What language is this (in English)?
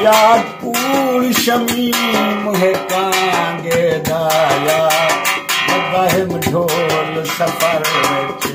Saraiki